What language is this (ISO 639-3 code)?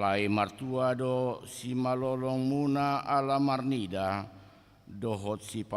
bbc